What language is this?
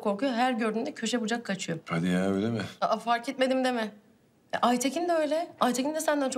Turkish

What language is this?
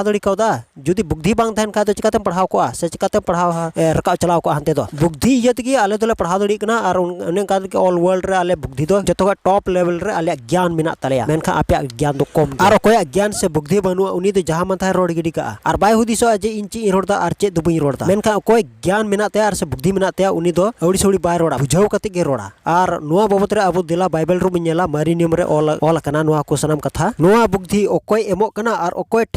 Santali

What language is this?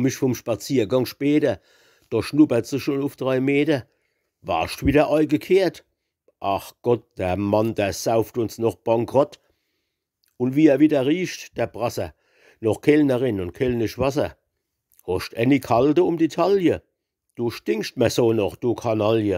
Palatine German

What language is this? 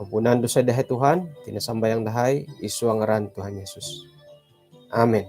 Central Dusun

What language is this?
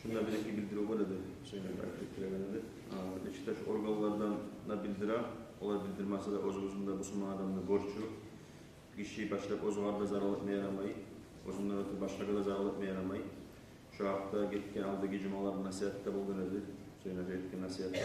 Kumyk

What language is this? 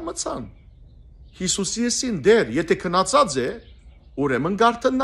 Western Armenian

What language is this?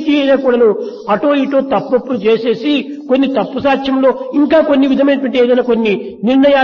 Telugu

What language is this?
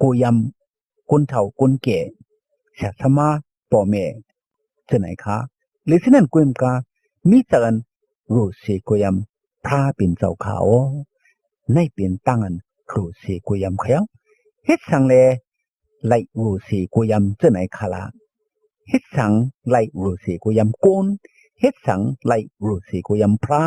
Shan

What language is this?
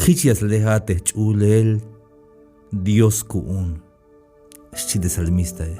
Tzeltal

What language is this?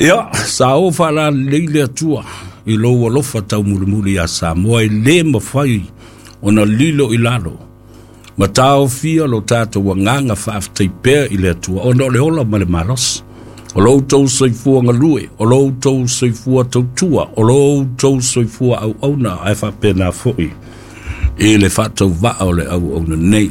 Samoan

